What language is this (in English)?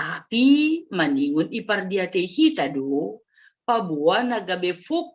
Batak Simalungun